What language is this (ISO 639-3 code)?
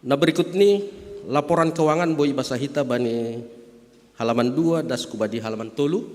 bts